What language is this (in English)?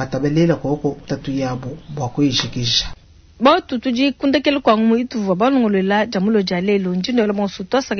Luba-Lulua